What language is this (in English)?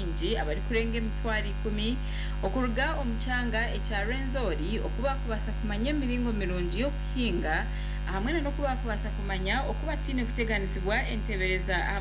Nyankole